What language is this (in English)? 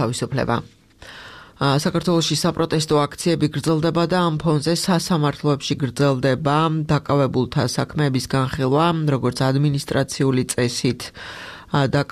Georgian